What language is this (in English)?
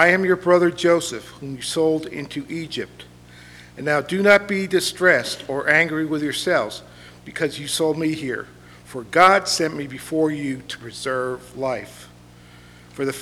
English